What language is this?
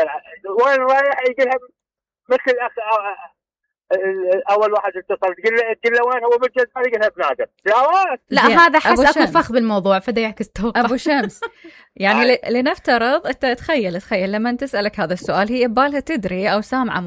Mesopotamian Arabic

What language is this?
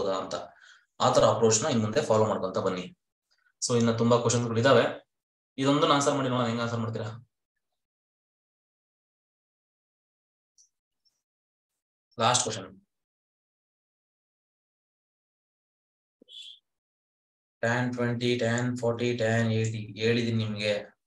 Kannada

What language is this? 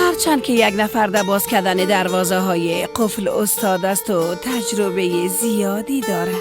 Persian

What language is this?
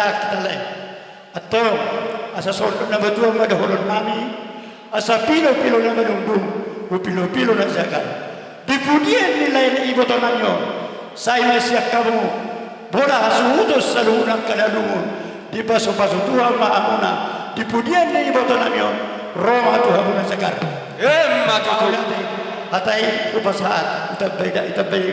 Batak Toba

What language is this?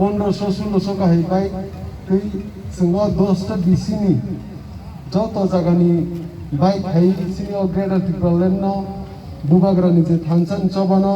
Kok Borok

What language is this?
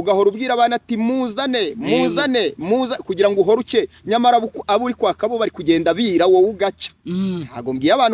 Kinyarwanda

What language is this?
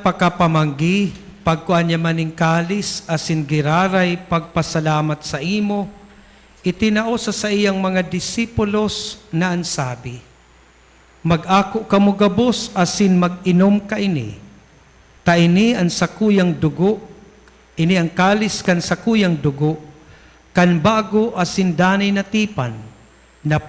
Bikol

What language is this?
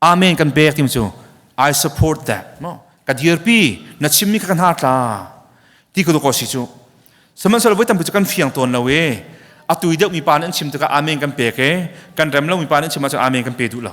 Hakha Chin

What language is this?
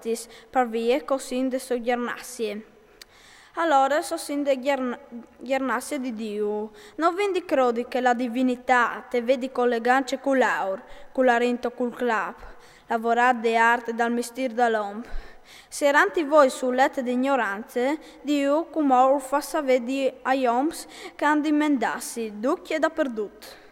Friulian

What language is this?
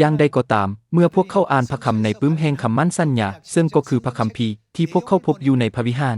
Lao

